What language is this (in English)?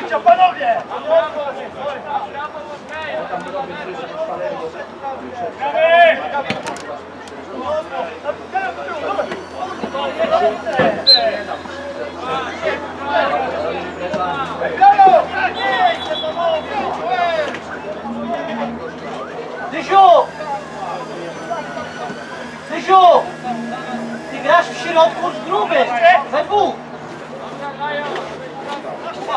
Polish